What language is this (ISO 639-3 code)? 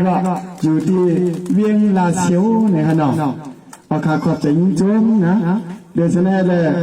shn